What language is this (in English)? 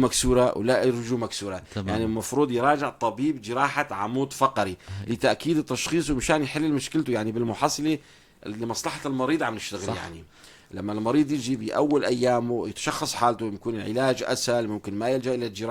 North Levantine Arabic